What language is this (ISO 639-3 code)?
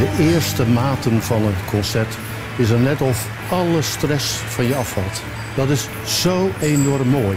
fry